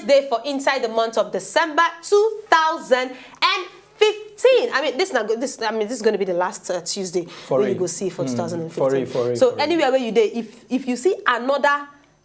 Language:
Nigerian Pidgin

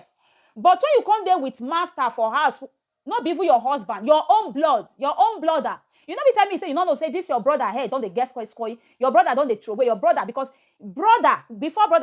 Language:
Nigerian Pidgin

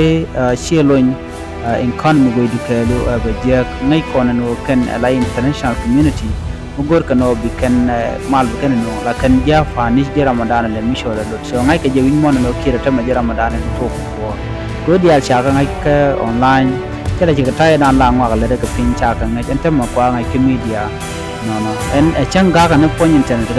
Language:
Nuer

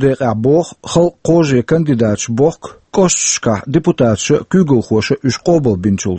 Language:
Chechen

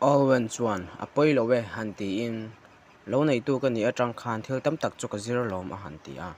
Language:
Mizo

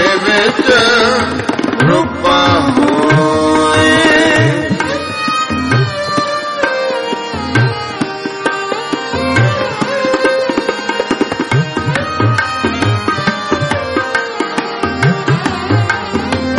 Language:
Punjabi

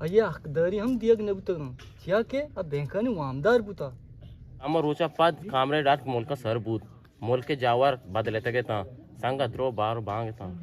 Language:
Eastern Balochi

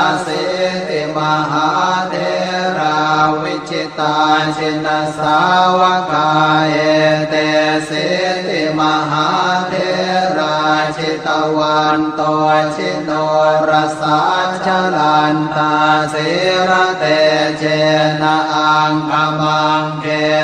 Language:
Pali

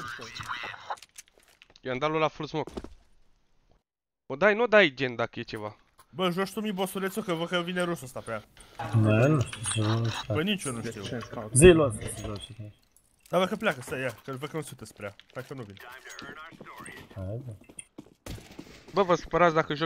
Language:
Romanian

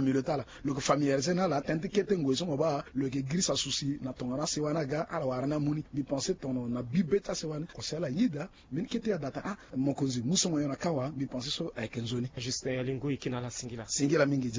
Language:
Sango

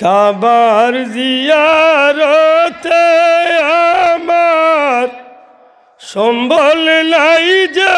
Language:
Sylheti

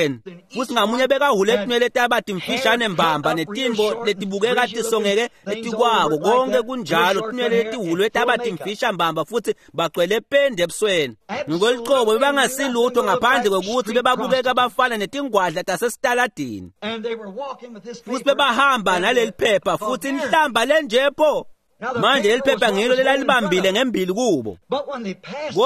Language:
Swati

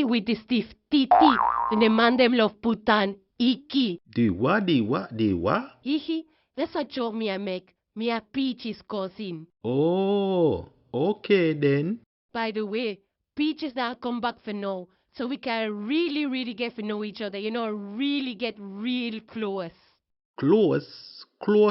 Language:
Jamaican Creole English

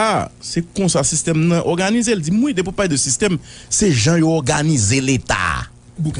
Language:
Haitian Creole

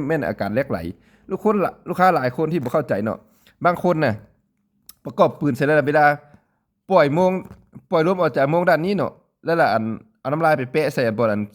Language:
Lao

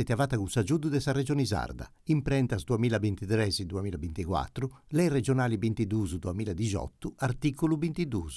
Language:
Sardinian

